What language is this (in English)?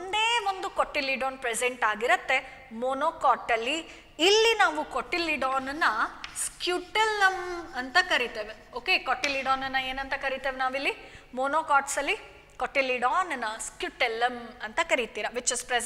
Kannada